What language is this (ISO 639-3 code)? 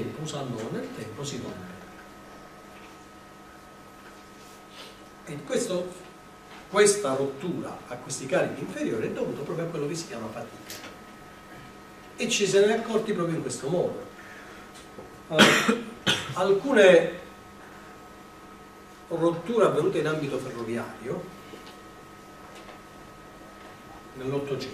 ita